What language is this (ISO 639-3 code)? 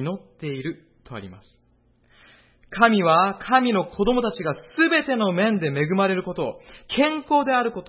jpn